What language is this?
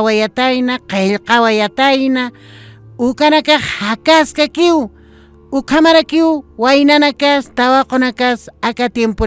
Aymara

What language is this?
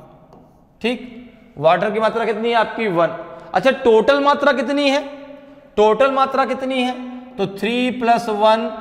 Hindi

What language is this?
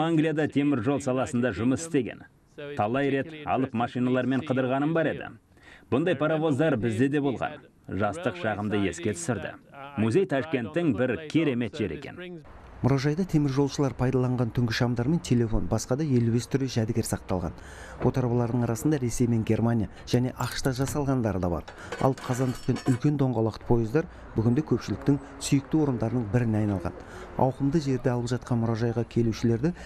Kazakh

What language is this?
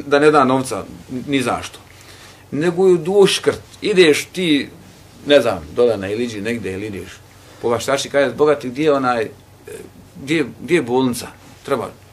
Bosnian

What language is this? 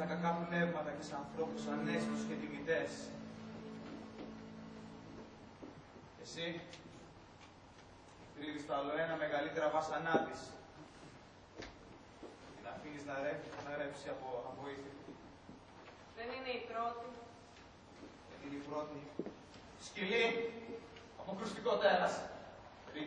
Greek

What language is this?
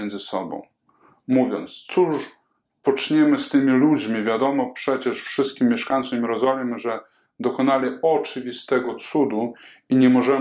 Polish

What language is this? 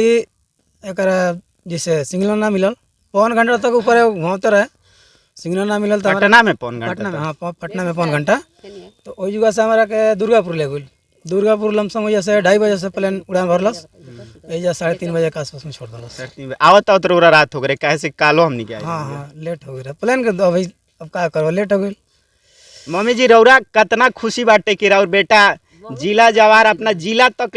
Bhojpuri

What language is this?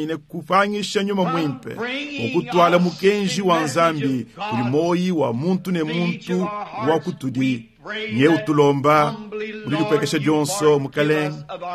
Luba-Lulua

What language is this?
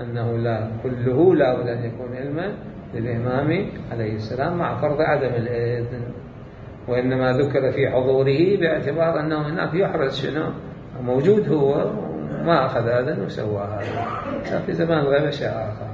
Mesopotamian Arabic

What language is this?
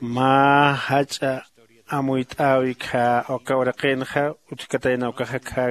Aymara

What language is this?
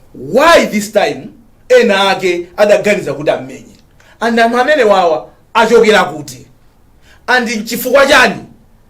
Nyanja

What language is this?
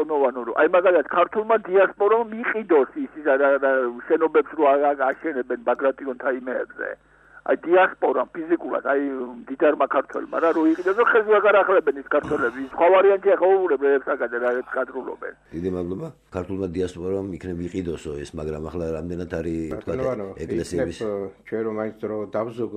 Georgian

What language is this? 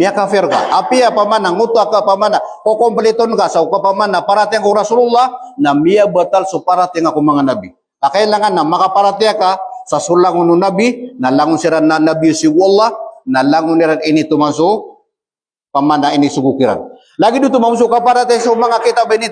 Maranao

